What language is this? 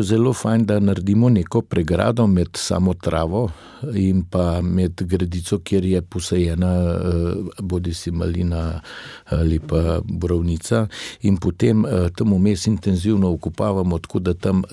Slovenian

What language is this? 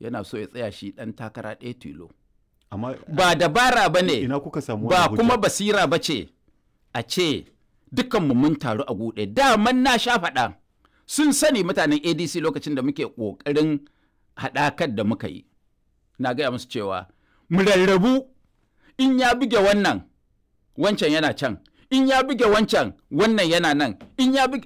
Hausa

